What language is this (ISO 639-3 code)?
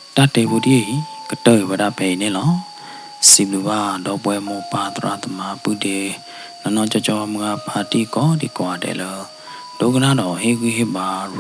ksw